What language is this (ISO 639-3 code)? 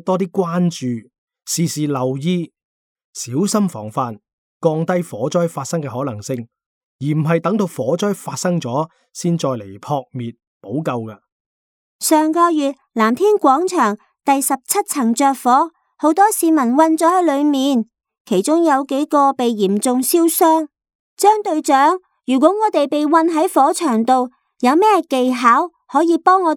yue